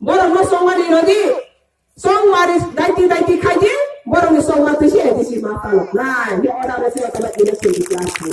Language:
Riang (India)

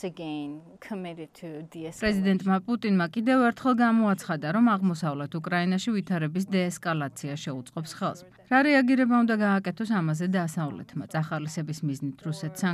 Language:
Georgian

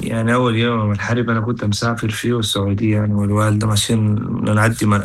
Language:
Sudanese Arabic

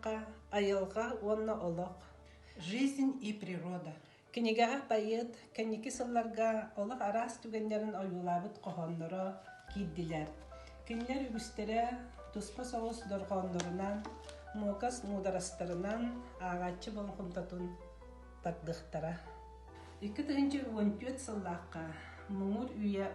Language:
Yakut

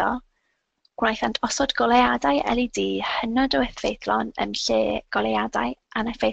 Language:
Welsh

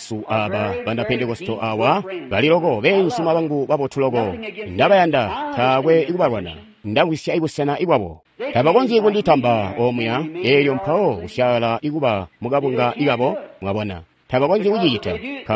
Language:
Tonga (Zambia)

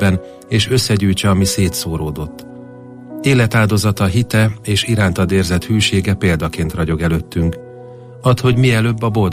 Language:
Hungarian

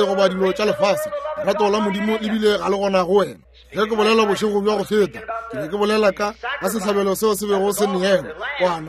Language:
Northern Sotho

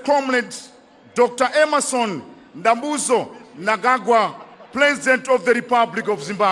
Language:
Nyanja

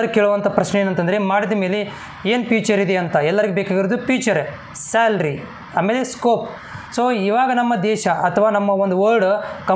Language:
Kannada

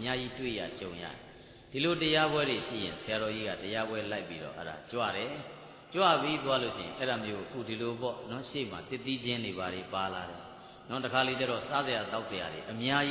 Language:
Burmese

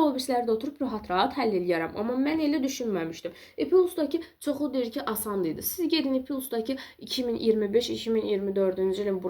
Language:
Azerbaijani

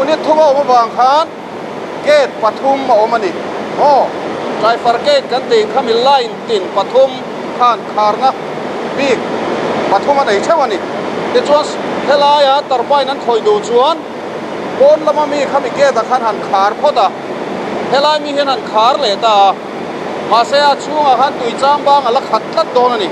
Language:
Mizo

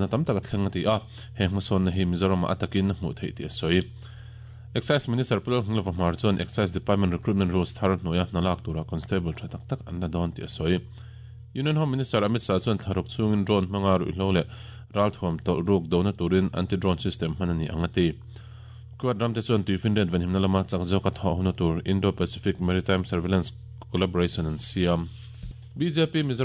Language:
Mizo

